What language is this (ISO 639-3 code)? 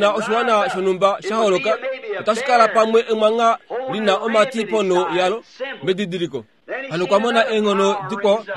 kua